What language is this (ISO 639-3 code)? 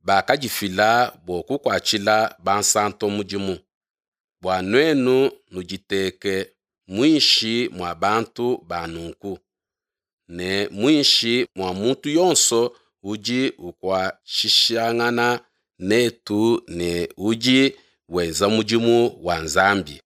lua